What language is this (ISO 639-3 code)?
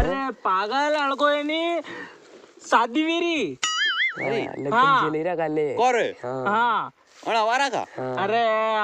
raj